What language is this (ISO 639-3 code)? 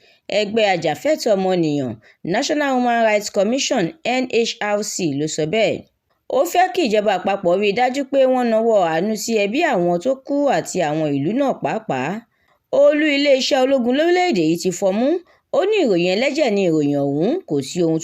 yor